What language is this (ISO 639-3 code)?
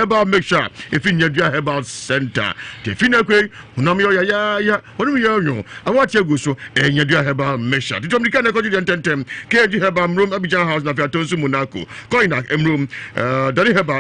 aka